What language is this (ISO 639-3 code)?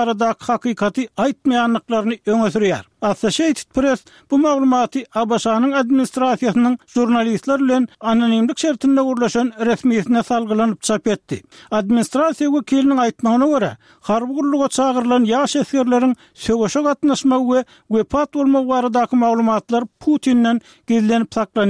tuk